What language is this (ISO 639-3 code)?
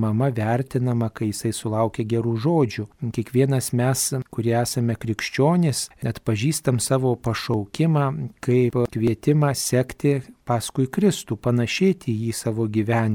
lit